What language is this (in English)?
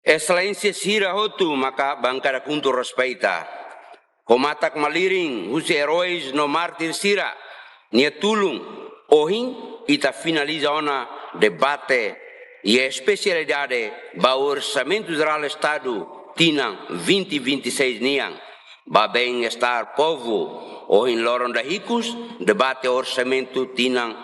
Tetum